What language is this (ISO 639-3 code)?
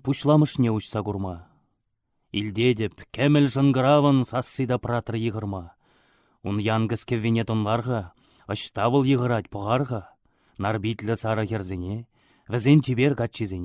chv